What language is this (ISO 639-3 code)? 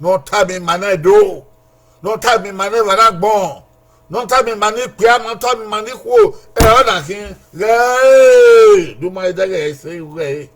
bin